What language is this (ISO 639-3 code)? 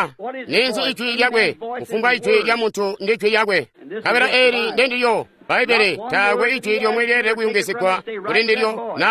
toi